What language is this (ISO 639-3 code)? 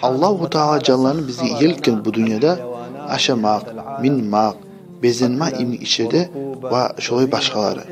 kum